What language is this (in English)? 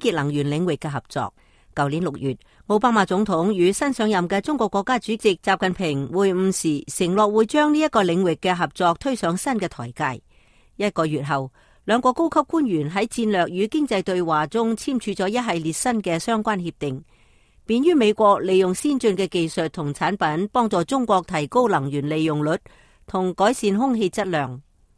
Cantonese